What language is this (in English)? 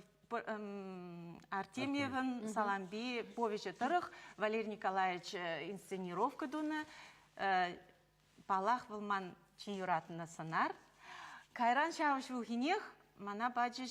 Chuvash